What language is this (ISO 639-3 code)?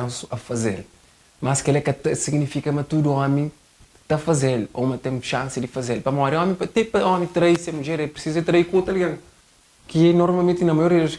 kea